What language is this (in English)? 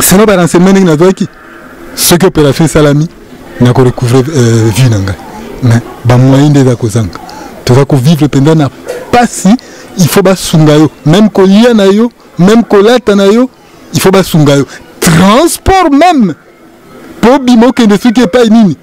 Lingala